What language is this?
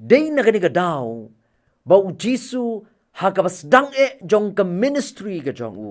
Khasi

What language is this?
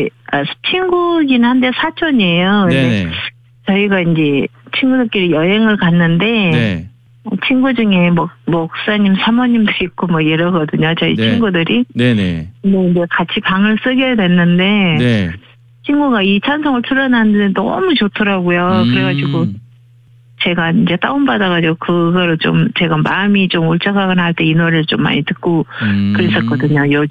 Korean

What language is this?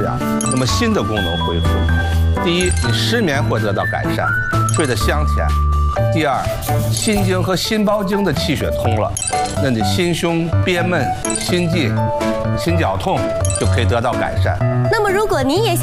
Chinese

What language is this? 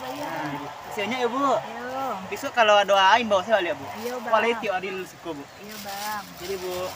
Minangkabau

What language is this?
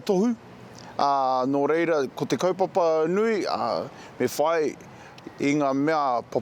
Māori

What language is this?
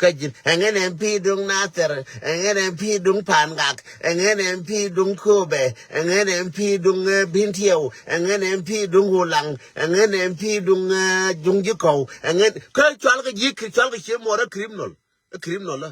Nuer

